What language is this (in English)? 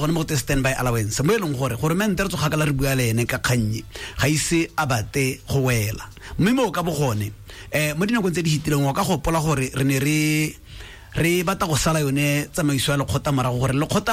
Tswana